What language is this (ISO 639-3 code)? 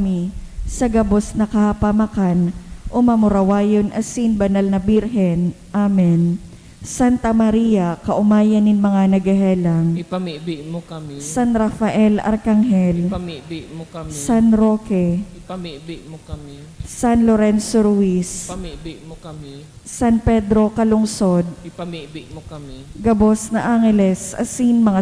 bik